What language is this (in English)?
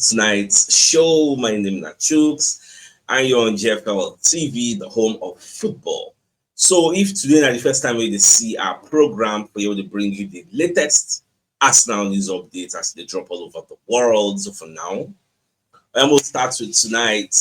Nigerian Pidgin